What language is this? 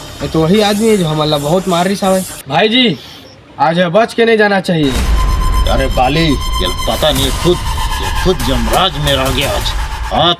Chhattisgarhi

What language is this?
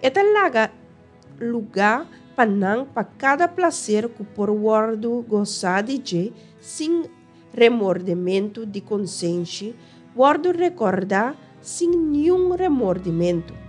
Papiamento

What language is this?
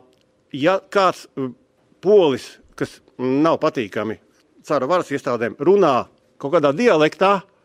Latvian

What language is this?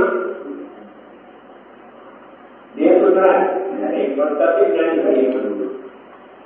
Gujarati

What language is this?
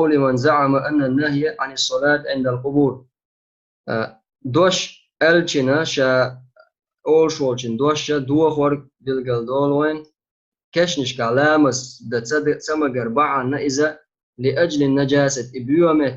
Chechen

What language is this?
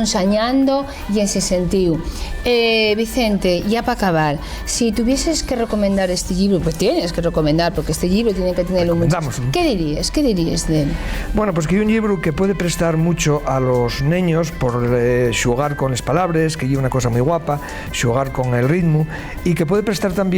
Asturian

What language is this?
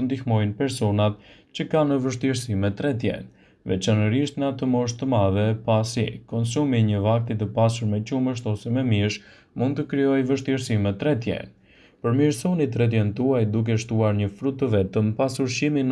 Albanian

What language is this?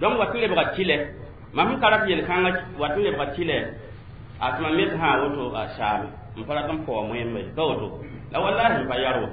Mossi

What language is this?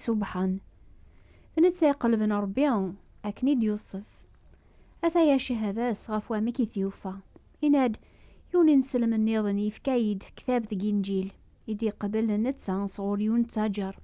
Kabyle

